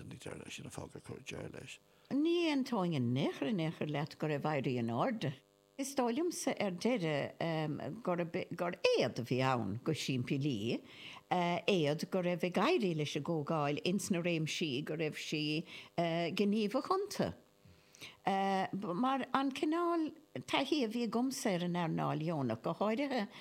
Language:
Irish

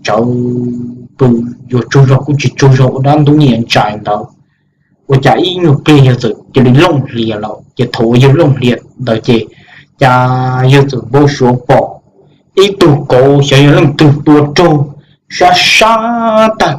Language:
Hmong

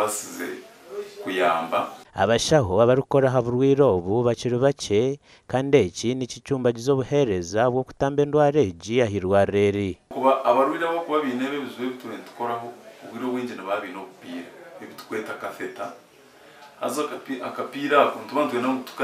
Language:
Nyankole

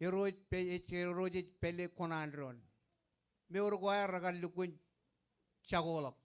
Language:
Marshallese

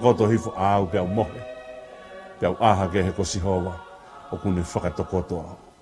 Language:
Tongan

